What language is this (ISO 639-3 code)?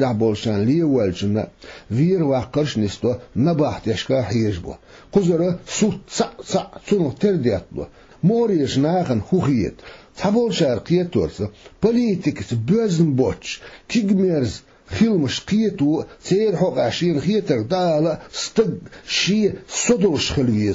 che